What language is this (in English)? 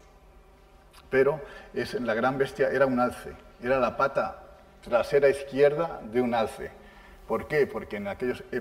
Spanish